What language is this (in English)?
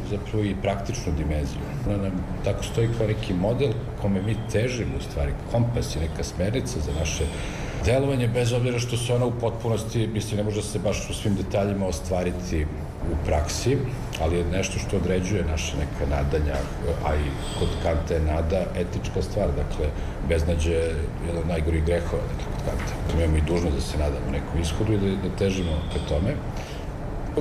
Serbian